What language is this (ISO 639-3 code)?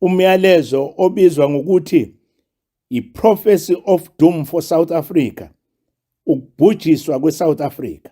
zul